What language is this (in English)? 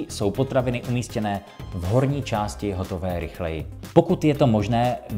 Czech